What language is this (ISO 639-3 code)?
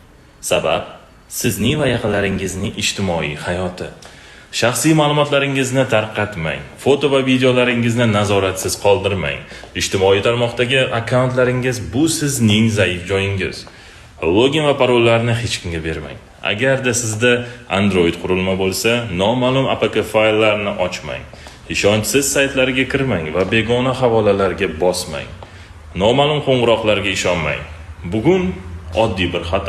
uzb